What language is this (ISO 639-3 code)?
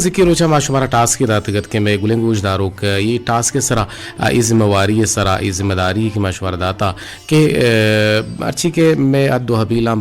bgp